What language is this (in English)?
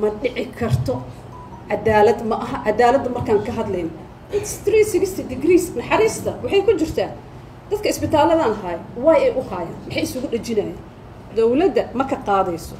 Somali